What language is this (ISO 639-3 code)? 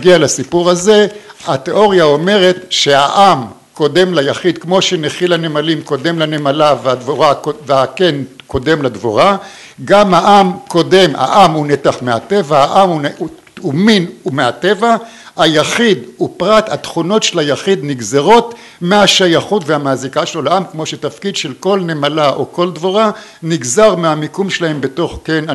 heb